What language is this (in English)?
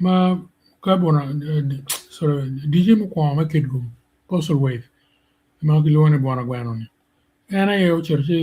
Acoli